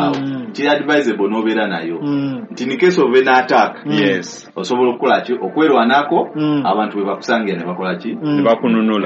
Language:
Ganda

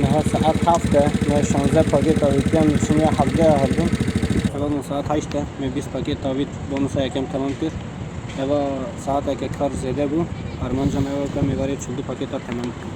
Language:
Kurdish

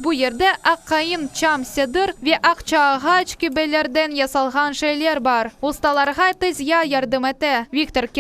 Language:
Crimean Tatar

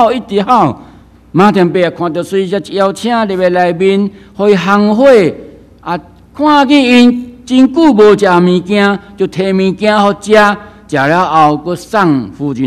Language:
Min Nan Chinese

